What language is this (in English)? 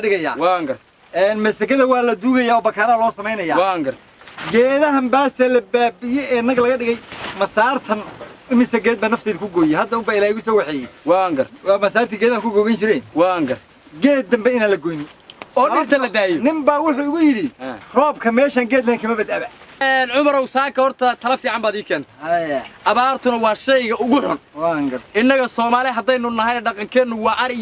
Somali